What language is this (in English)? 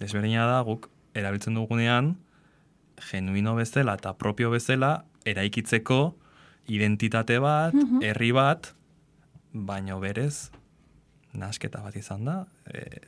Basque